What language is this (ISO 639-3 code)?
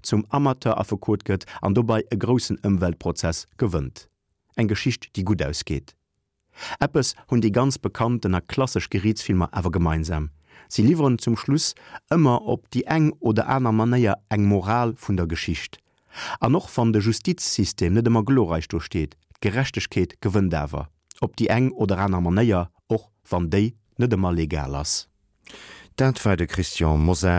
ltz